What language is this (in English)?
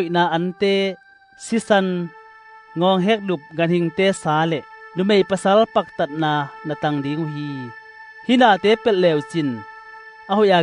Tedim Chin